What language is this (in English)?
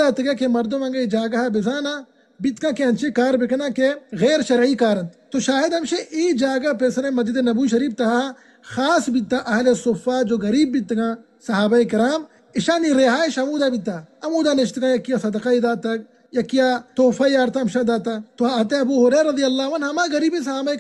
Baluchi